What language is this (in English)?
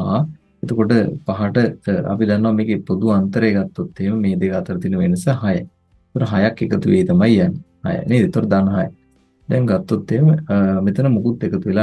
Sinhala